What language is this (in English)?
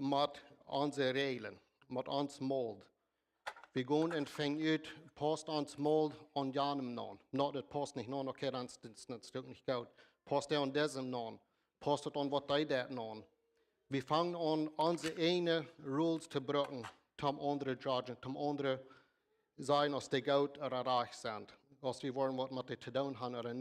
Plautdietsch